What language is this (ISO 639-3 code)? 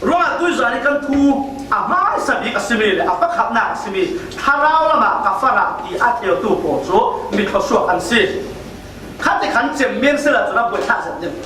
cfm